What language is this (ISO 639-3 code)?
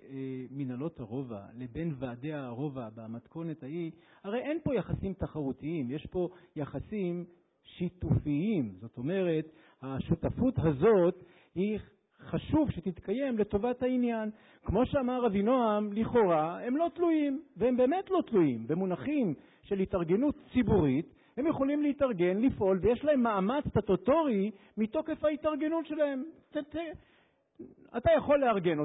heb